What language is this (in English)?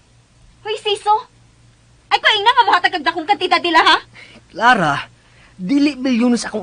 Cebuano